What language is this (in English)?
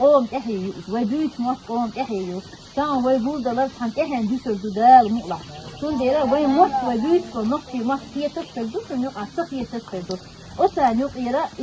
Chechen